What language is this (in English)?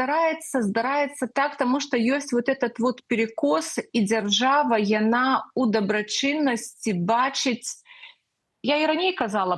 Belarusian